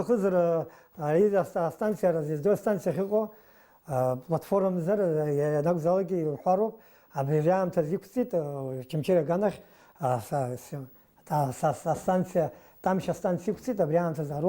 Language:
Abkhazian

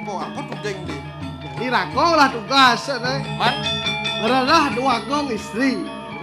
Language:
Balinese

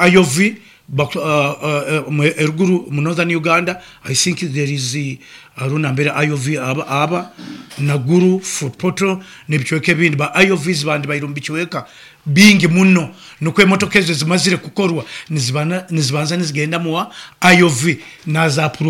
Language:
Nyoro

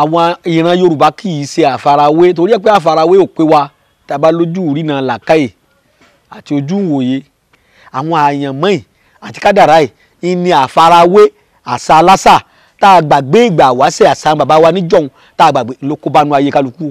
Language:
Yoruba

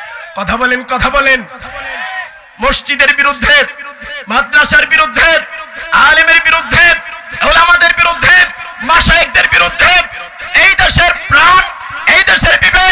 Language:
Bangla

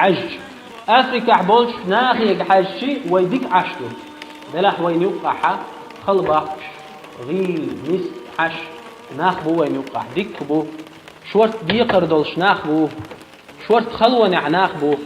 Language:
Chechen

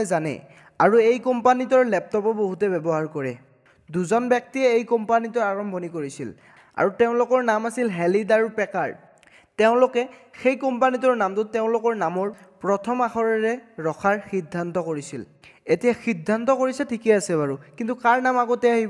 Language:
Assamese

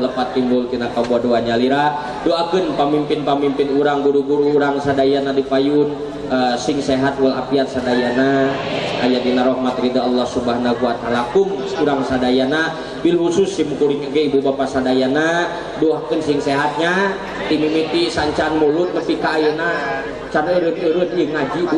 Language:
Sundanese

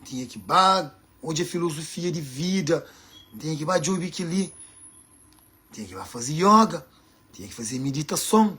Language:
Kabuverdianu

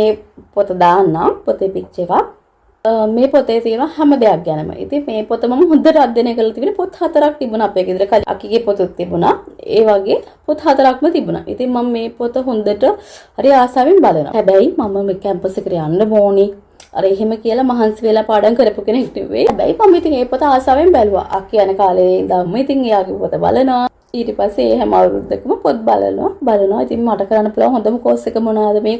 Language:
Sinhala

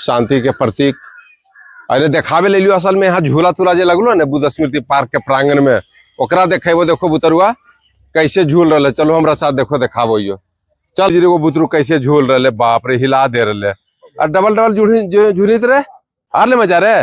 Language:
Magahi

